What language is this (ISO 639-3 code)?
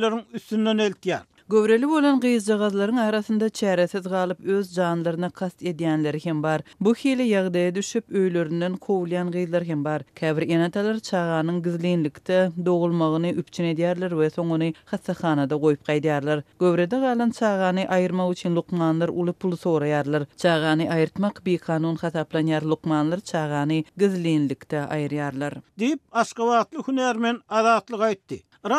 tuk